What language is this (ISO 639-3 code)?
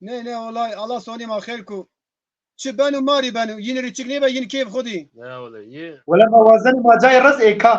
zza